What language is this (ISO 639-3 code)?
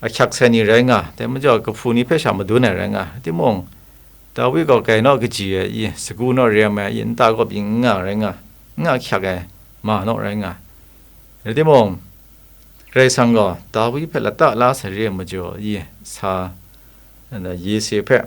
kac